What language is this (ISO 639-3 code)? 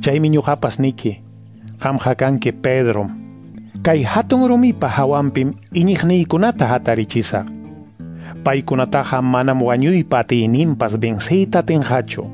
que